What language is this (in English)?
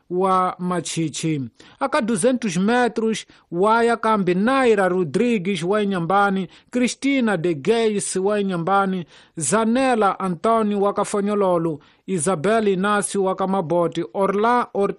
Tsonga